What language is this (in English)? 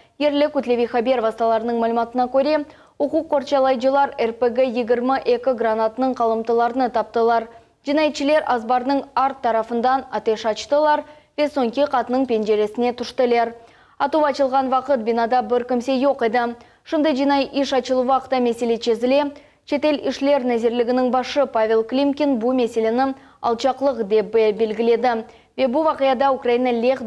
Crimean Tatar